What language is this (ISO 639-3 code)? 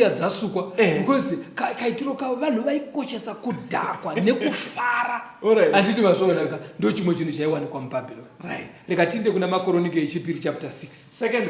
sna